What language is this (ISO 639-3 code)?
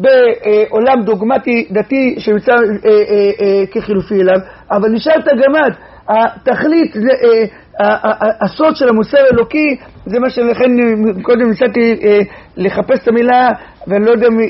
heb